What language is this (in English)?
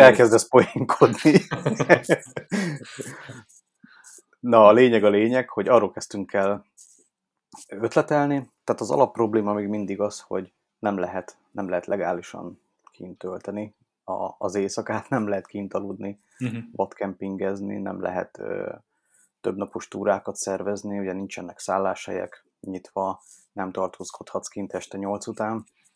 Hungarian